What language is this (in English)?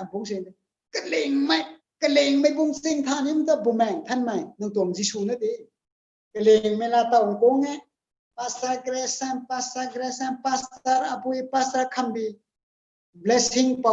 Rongmei Naga